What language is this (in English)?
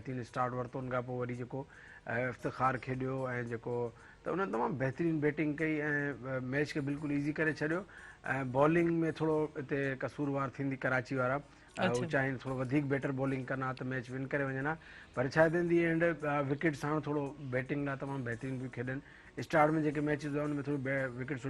Sindhi